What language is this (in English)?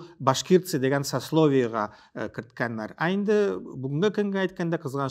Tatar